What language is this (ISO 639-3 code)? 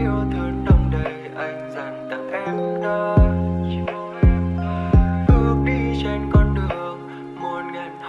vie